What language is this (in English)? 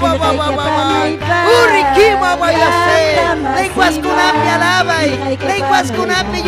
Ayacucho Quechua